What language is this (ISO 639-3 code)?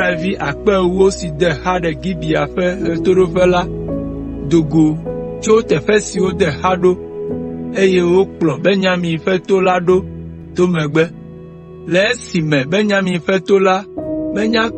ewe